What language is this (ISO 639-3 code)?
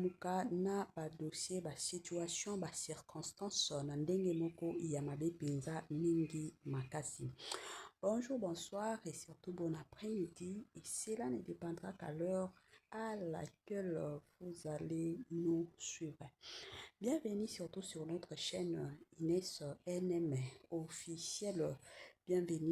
lin